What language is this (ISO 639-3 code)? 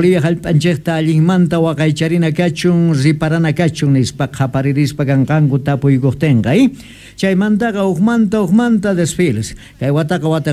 quh